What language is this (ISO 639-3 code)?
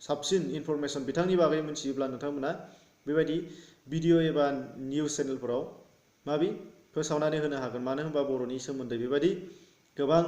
brx